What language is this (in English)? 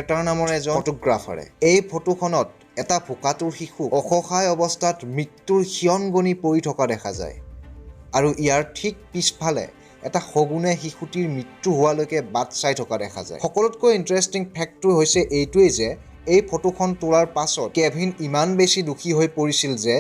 Assamese